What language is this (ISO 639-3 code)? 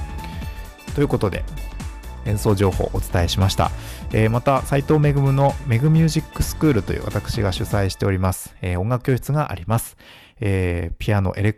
jpn